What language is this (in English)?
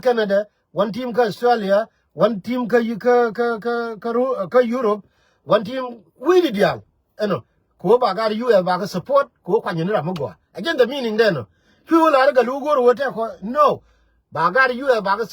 Nuer